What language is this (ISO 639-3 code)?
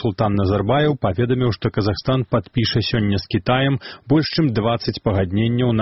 bel